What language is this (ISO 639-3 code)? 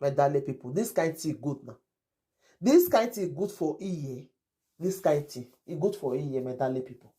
pcm